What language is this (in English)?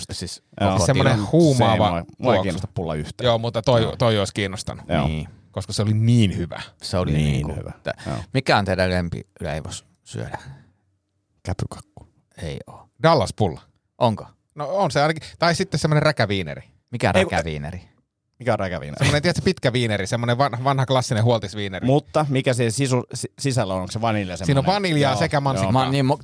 Finnish